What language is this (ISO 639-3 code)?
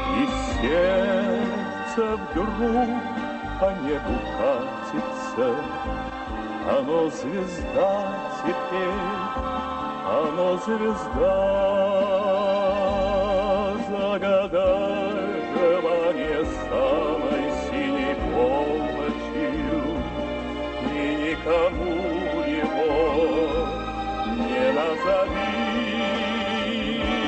rus